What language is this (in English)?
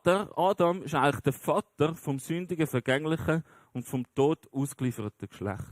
Swiss German